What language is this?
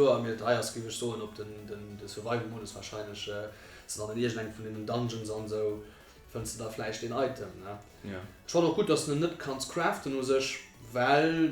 Luxembourgish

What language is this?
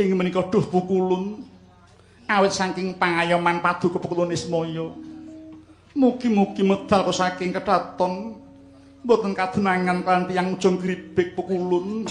Javanese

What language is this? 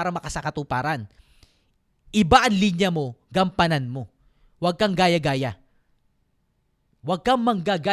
Filipino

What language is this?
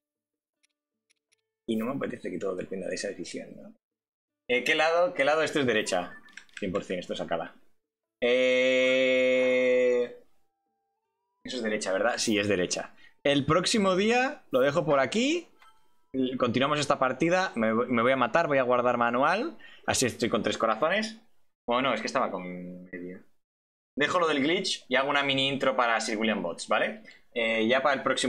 Spanish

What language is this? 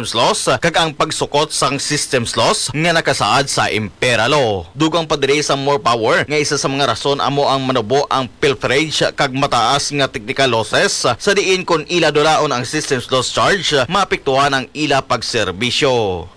Hiligaynon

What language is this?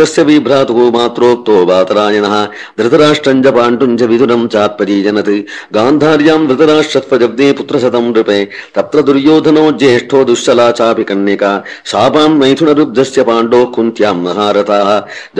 Sanskrit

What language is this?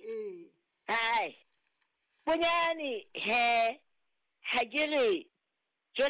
Southern Sotho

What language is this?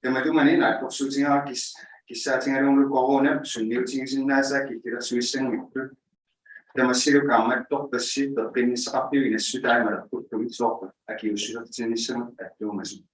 Inuktitut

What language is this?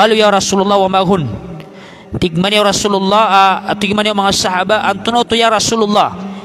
Maranao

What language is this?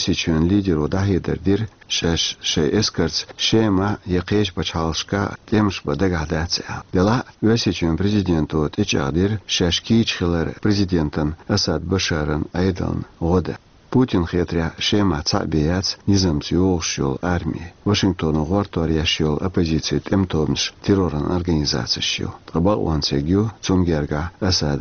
Chechen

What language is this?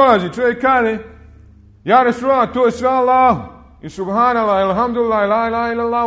Bosnian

